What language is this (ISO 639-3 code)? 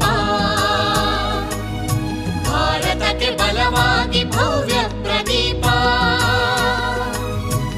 kan